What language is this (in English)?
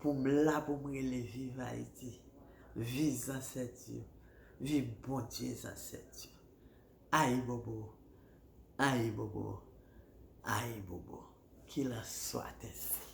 Haitian Creole